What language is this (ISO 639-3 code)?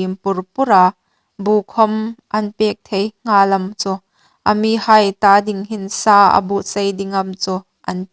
hmr